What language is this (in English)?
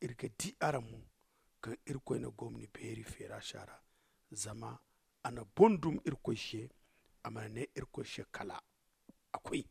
Zarma